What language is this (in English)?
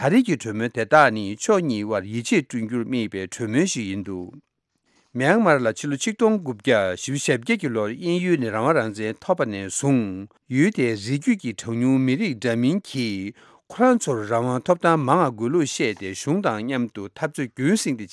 Tibetan